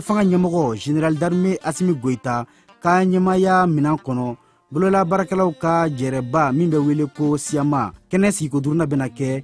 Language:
Bambara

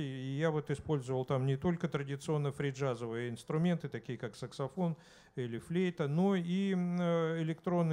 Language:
Russian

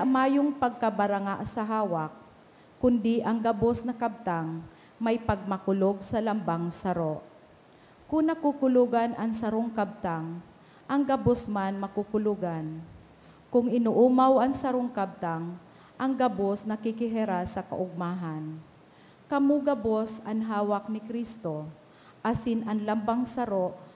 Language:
Bikol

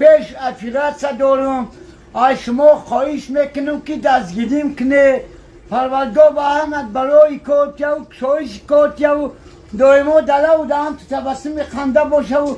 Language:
Tajik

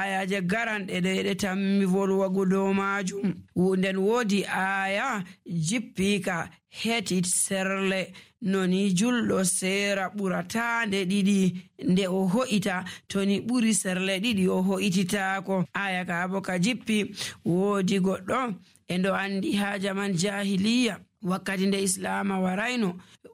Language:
Nigerian Fulfulde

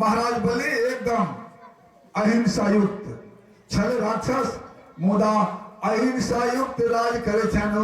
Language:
Maithili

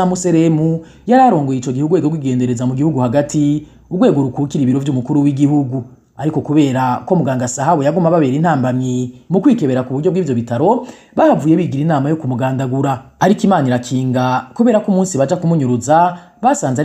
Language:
Rundi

